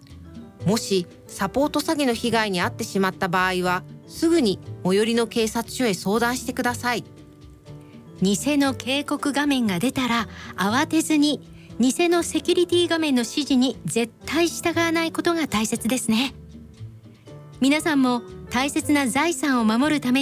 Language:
Japanese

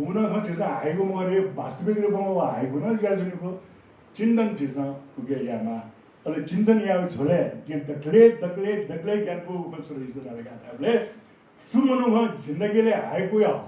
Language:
Newari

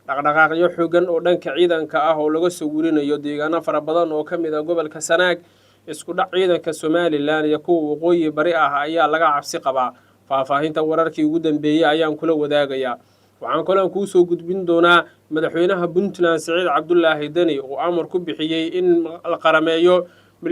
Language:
Somali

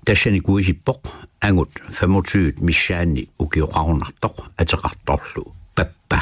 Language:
Kalaallisut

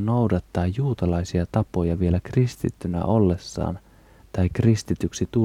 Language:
Finnish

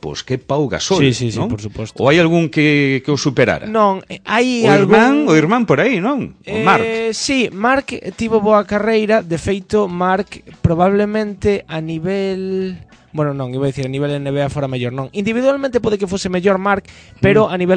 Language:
Galician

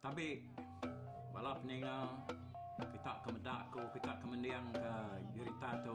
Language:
Iban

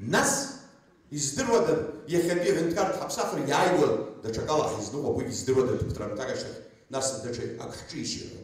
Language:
Abkhazian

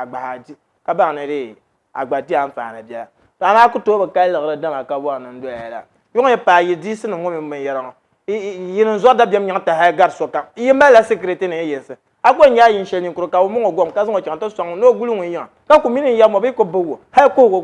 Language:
Dagbani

